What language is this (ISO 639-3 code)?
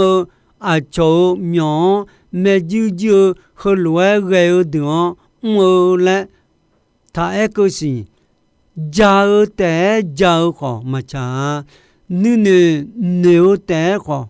ahk